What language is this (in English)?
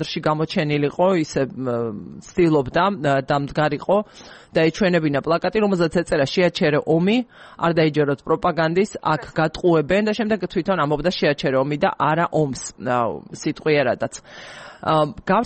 Georgian